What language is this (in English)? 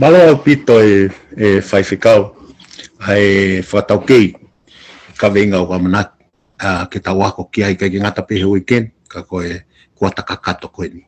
Tongan